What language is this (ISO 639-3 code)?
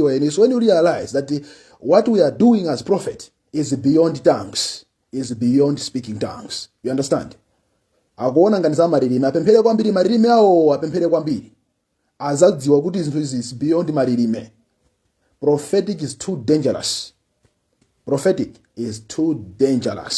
nya